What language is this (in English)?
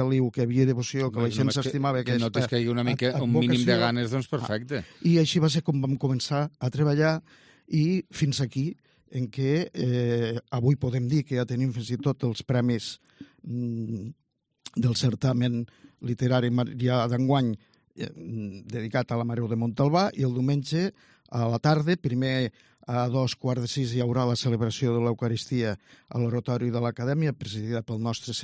Catalan